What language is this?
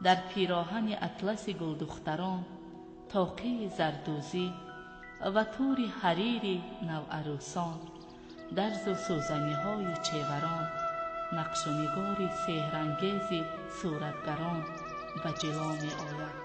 Tajik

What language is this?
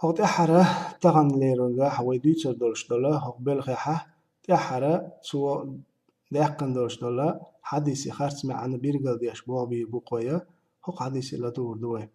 Chechen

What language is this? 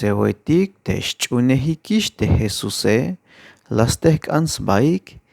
Tzeltal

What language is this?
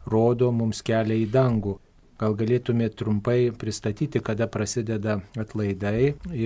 Lithuanian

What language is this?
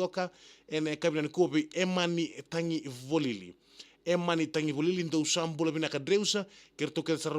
Fijian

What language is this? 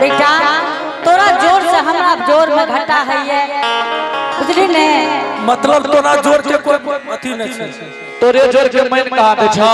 Angika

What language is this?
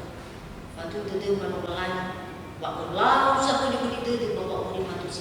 Nias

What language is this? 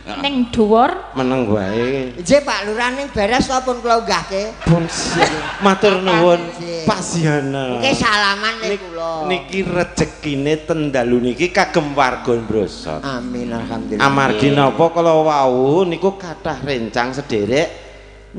Javanese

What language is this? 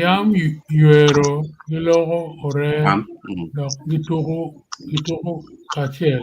Acoli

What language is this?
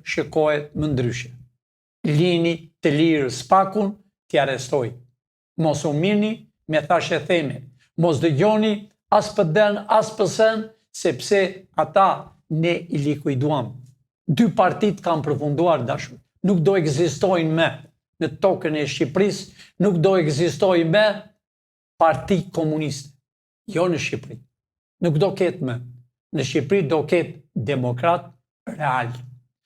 Albanian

